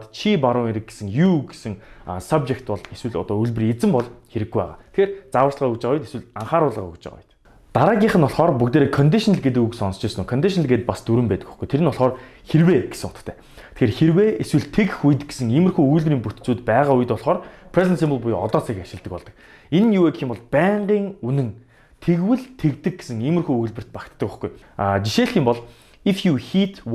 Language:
Mongolian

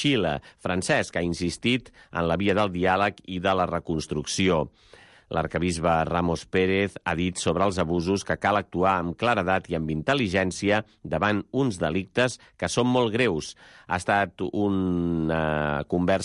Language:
Catalan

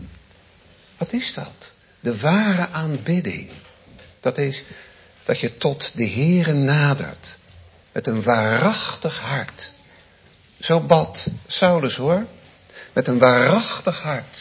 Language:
Dutch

